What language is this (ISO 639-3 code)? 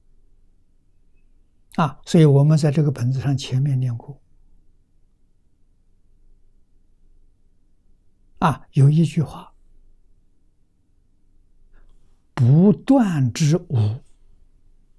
zho